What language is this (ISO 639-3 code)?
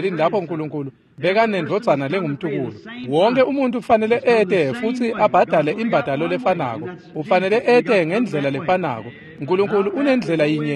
ssw